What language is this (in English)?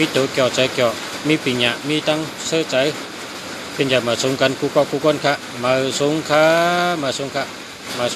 Shan